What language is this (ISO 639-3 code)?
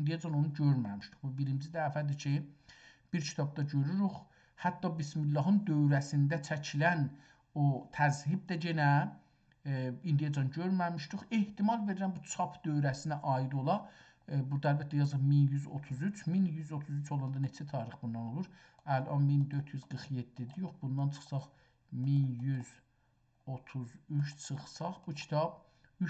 azb